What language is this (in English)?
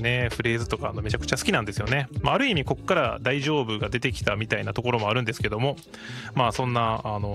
Japanese